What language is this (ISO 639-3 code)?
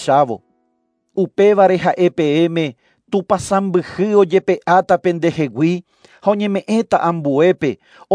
grn